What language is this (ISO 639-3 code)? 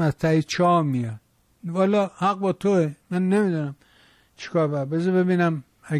fas